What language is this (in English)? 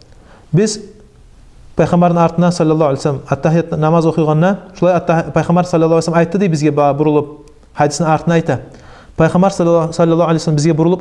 Kumyk